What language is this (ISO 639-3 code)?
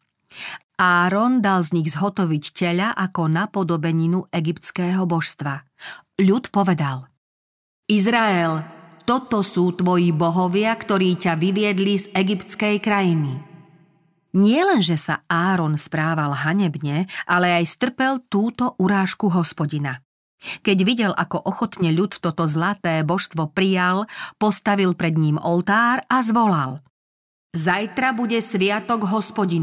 slk